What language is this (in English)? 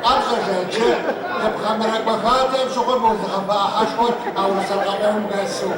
Kabardian